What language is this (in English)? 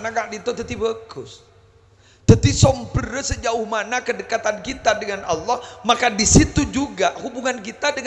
Madurese